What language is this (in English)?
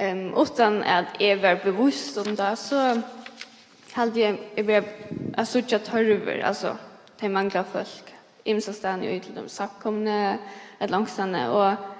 Faroese